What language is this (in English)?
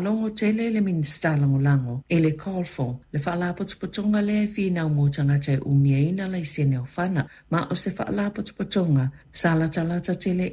Samoan